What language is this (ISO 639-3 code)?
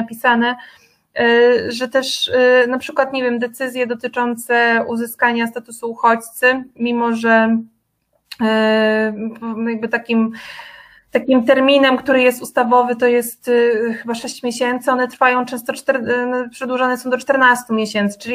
pol